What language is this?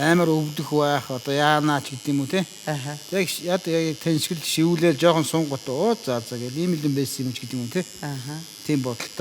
Mongolian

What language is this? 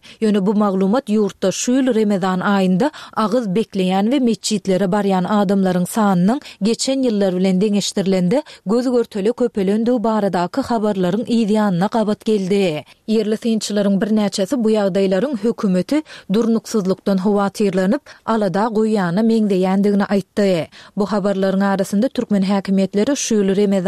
Turkmen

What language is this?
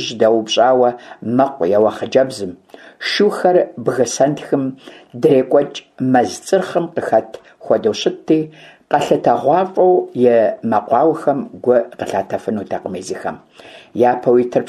Kabardian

